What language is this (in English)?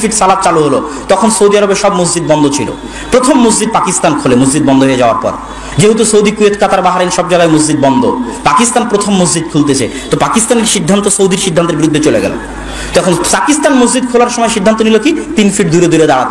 Bangla